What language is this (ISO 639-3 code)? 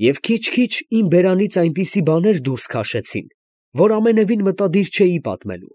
hye